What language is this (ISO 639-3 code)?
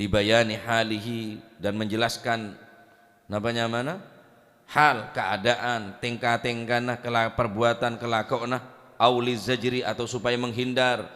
mad